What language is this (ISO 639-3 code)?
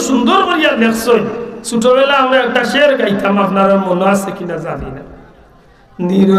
syl